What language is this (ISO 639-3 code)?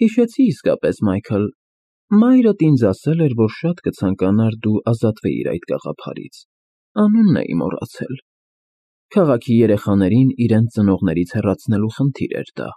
hye